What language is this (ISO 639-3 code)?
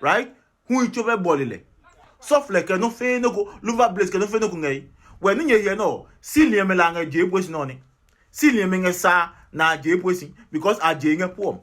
ada